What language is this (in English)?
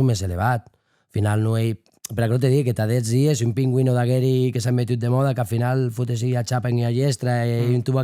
Occitan